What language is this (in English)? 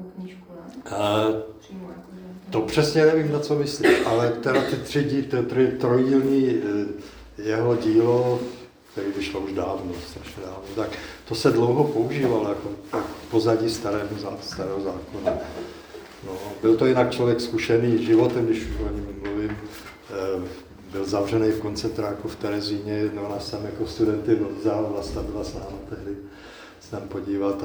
Czech